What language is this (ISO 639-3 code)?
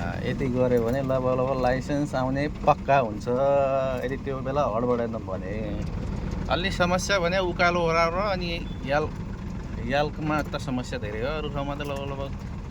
nep